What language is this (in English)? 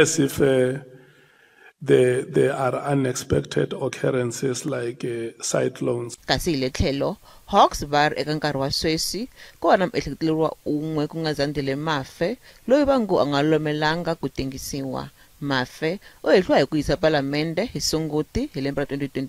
Tsonga